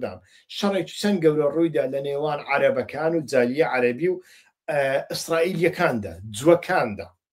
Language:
Central Kurdish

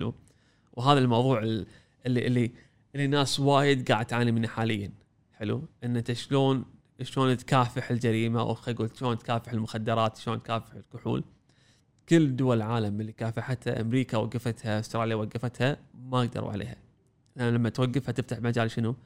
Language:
Gulf Arabic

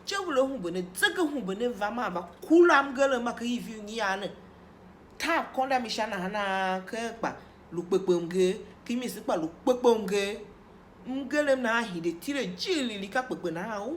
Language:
Tiv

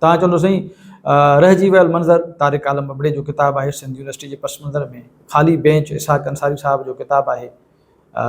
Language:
Sindhi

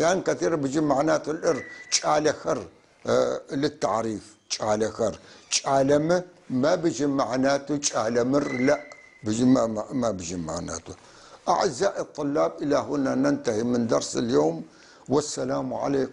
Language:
North Levantine Arabic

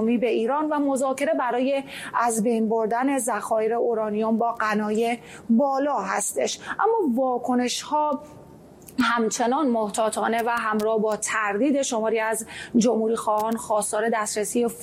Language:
Persian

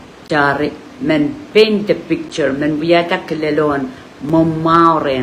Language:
Pohnpeian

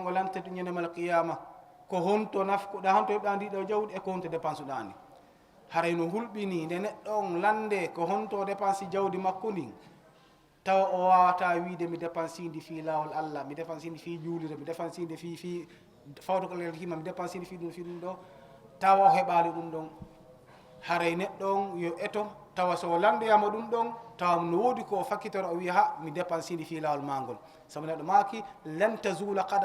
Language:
Fula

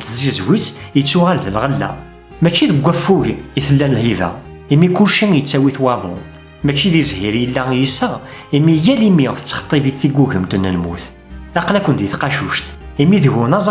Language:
Kabyle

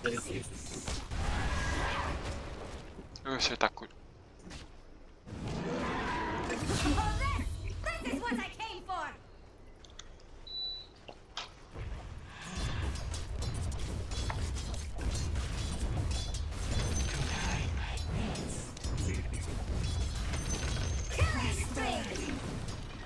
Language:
Malay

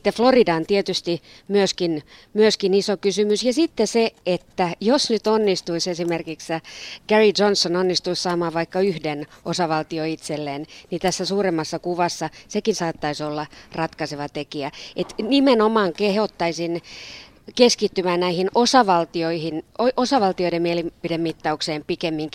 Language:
Finnish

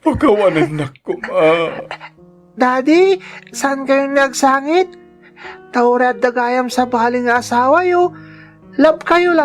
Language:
Iloko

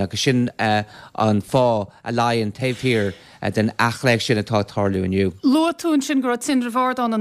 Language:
Irish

